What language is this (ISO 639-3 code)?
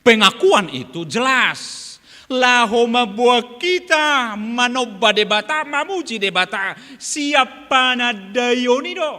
bbc